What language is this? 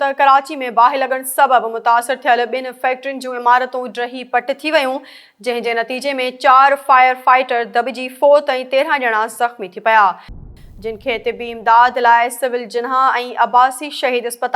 Sindhi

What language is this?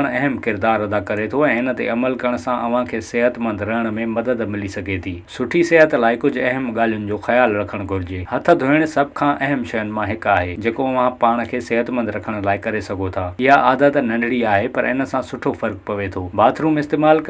Sindhi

